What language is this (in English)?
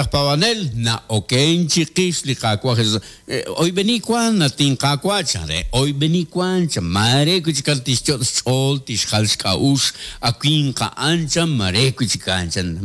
Kekchí